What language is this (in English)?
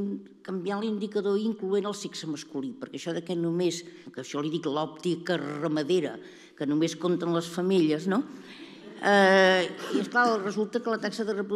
Catalan